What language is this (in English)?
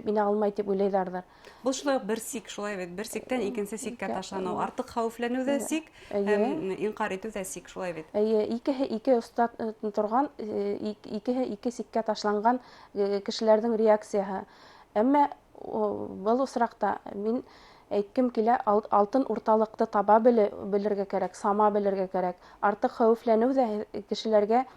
Bashkir